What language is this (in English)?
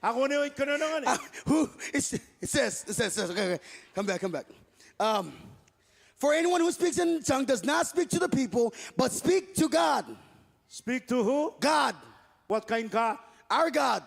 Marshallese